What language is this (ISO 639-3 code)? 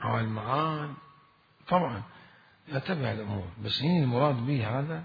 acm